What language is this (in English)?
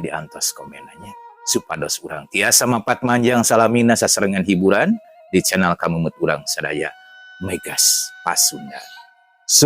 Sundanese